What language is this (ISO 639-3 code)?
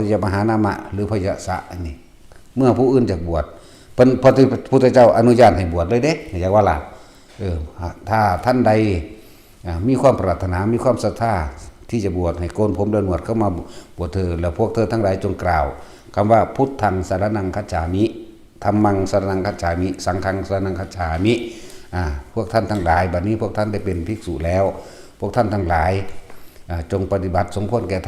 tts